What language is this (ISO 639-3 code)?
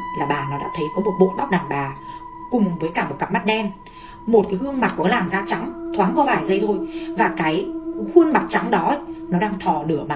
vie